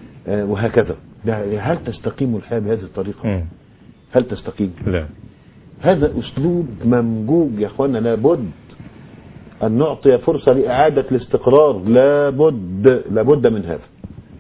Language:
Arabic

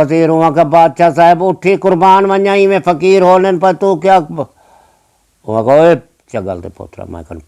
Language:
Saraiki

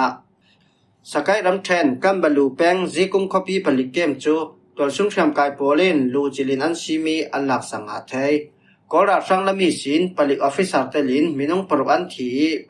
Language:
Falam Chin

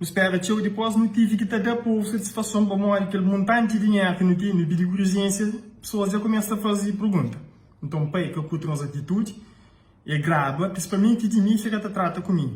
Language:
Kabuverdianu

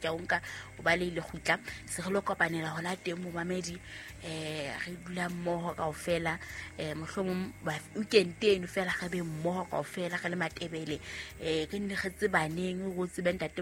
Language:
Southern Sotho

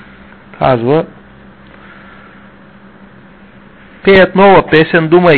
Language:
Bulgarian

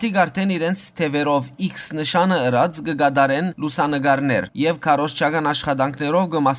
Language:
Western Armenian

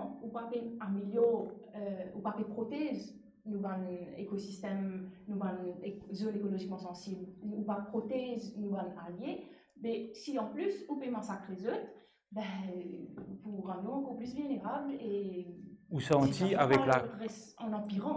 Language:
Morisyen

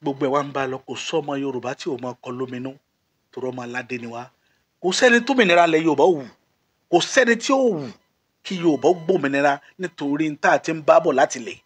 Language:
Yoruba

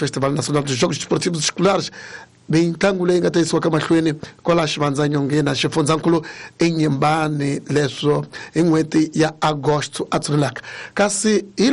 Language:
Tsonga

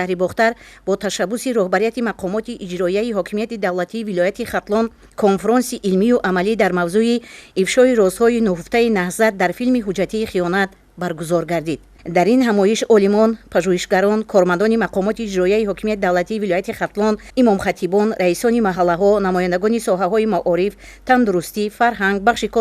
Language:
Tajik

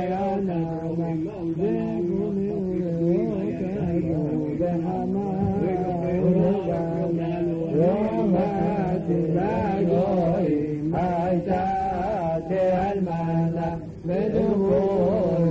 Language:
Hebrew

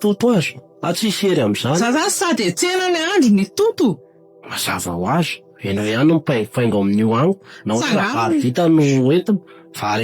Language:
Malagasy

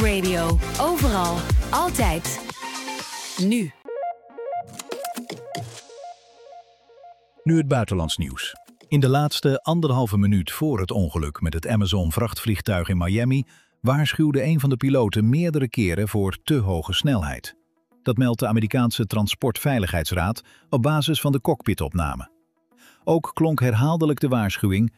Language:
Dutch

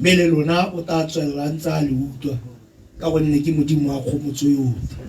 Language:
Tswana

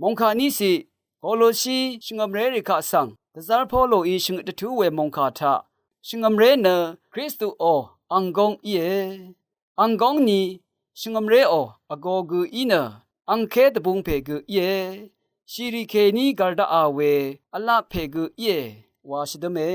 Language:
Rawang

